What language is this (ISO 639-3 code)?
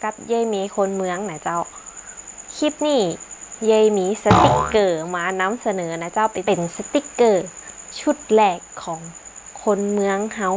nod